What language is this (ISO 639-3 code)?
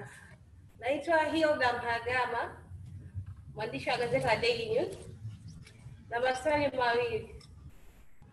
swa